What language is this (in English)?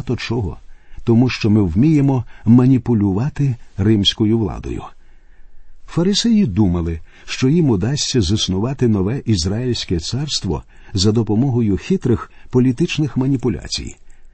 Ukrainian